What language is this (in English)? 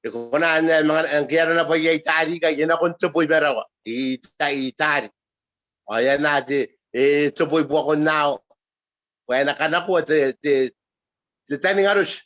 Gilbertese